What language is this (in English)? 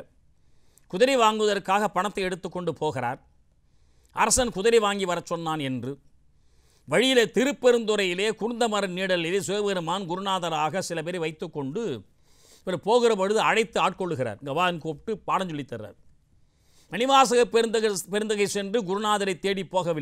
Tamil